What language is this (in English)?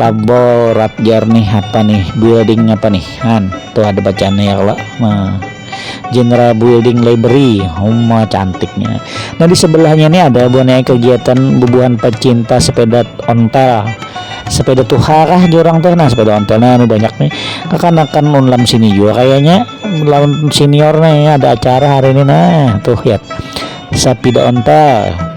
Banjar